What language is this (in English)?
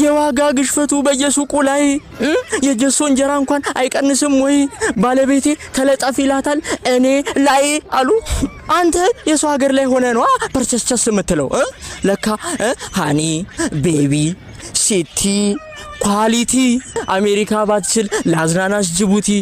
Amharic